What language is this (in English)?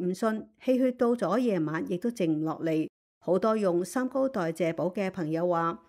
Cantonese